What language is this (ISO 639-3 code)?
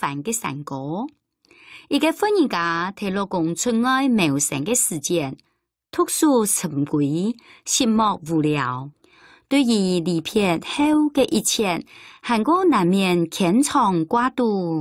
hak